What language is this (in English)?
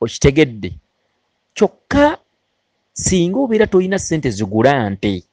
Ganda